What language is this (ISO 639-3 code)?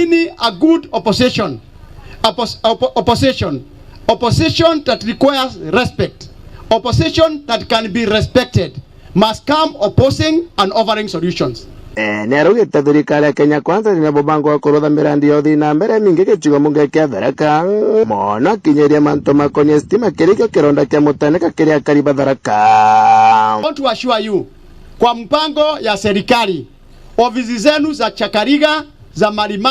mer